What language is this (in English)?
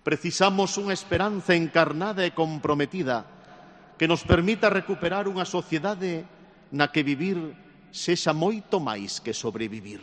Galician